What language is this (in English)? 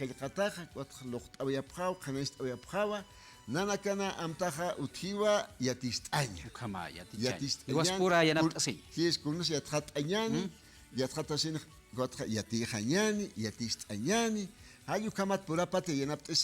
Aymara